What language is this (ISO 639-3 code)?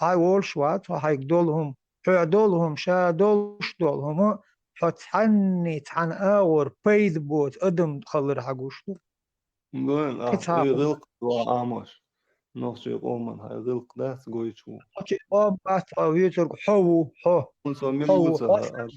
che